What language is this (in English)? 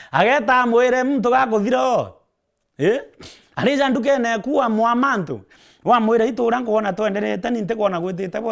Meru